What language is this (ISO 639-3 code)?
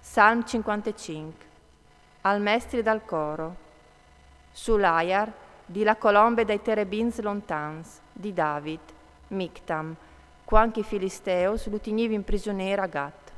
fur